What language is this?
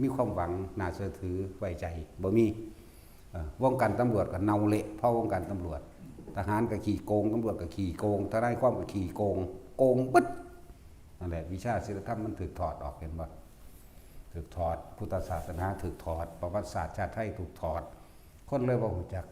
Northeastern Thai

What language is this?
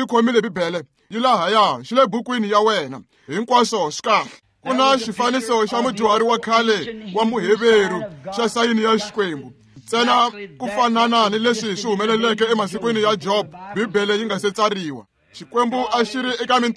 Tsonga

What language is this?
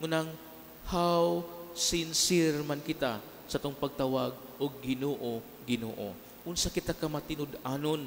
Cebuano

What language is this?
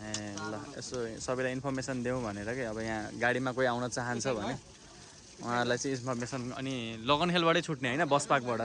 Nepali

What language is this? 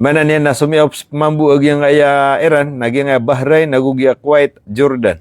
Maranao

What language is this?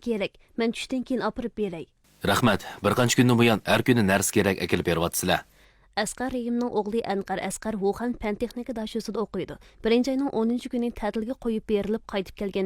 Uyghur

